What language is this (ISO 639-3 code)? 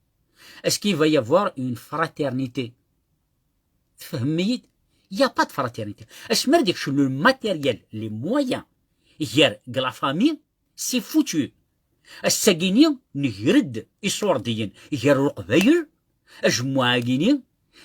kab